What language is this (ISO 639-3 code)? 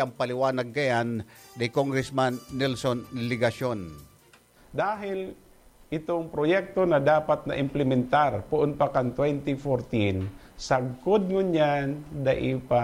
bik